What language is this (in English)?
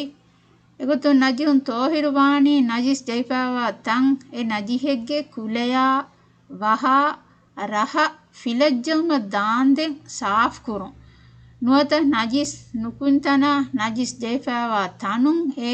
Divehi